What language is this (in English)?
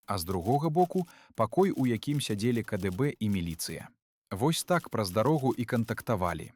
Belarusian